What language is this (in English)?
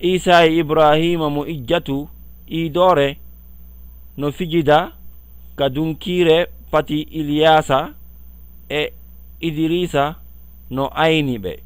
Fula